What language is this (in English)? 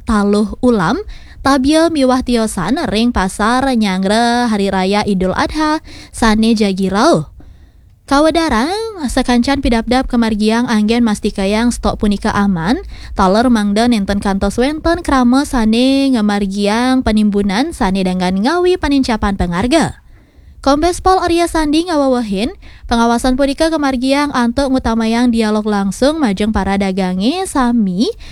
Balinese